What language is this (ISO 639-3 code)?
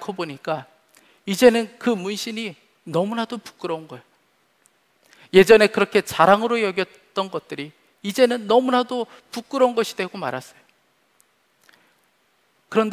kor